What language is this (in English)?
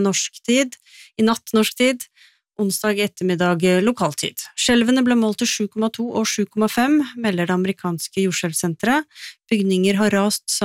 Norwegian